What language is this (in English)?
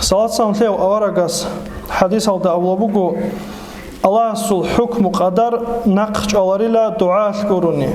Avaric